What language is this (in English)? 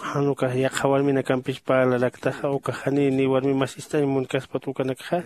Aymara